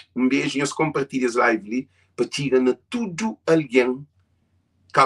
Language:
Kabuverdianu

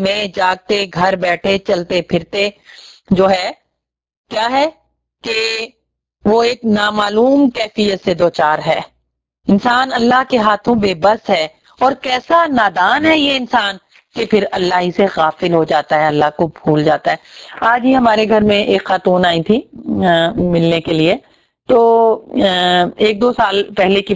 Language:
Urdu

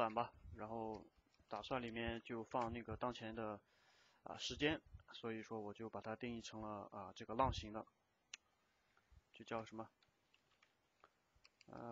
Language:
Chinese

